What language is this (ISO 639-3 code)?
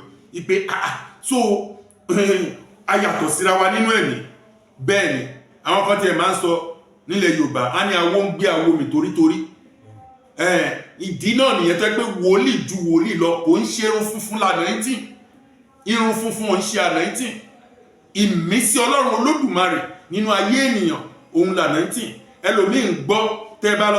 yor